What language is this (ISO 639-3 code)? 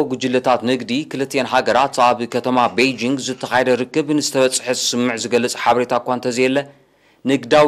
tir